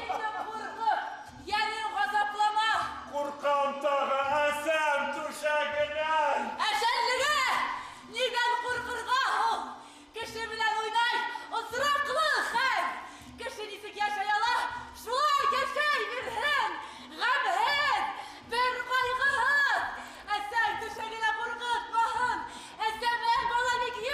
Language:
Bashkir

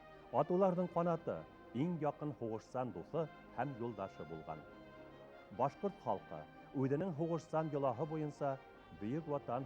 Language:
Bashkir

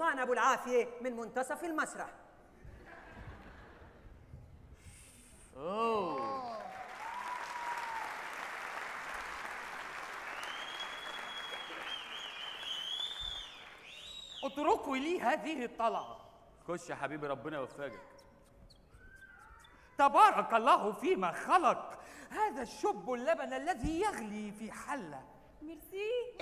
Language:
Egyptian Arabic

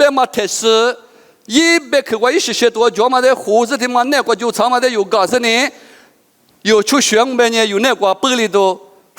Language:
Lisu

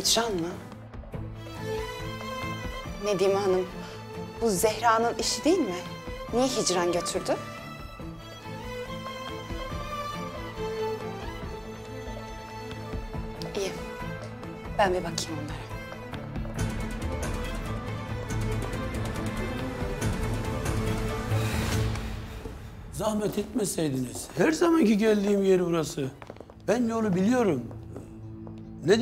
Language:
Turkish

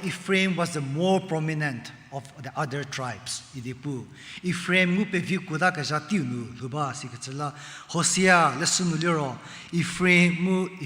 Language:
Angami Naga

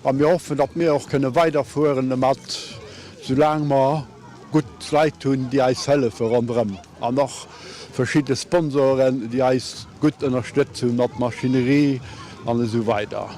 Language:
Luxembourgish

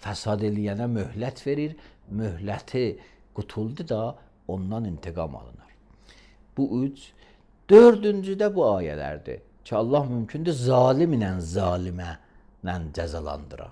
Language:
Azerbaijani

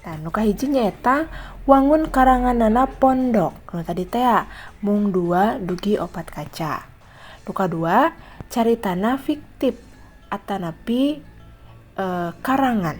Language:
Sundanese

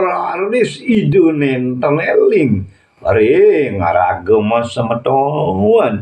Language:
Balinese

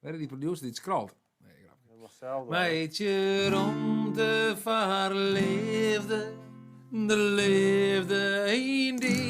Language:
Western Frisian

